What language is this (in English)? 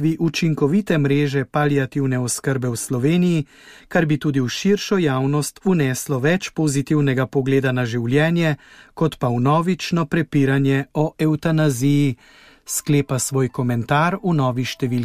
Slovenian